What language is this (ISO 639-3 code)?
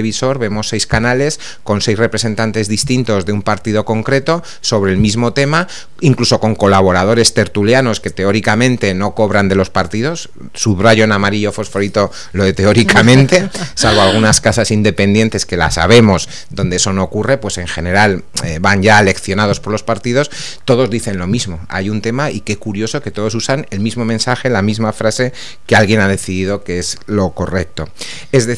spa